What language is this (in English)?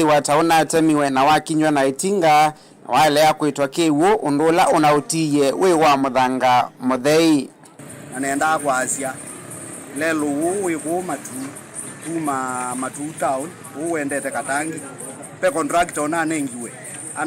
Kamba